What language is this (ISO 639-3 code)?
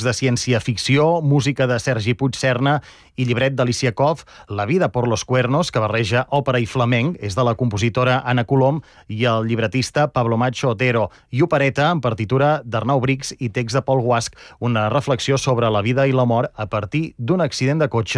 cat